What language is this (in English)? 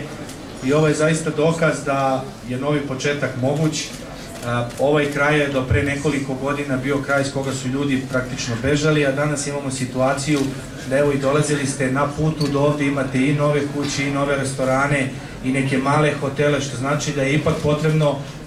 Serbian